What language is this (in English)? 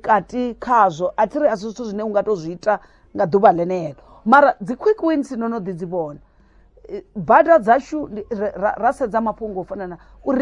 Venda